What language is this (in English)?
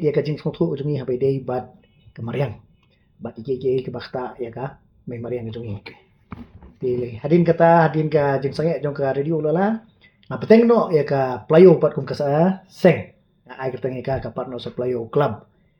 Khasi